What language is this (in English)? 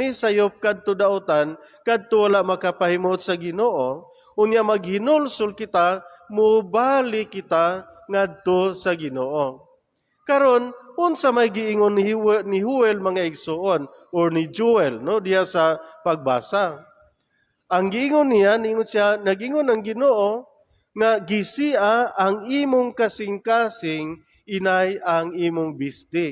Cebuano